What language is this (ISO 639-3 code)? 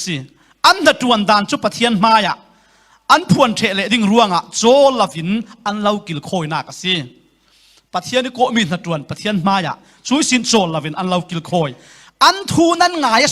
cfm